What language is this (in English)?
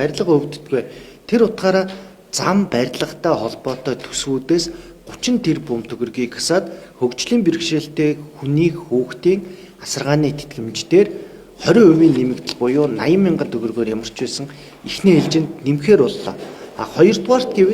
Mongolian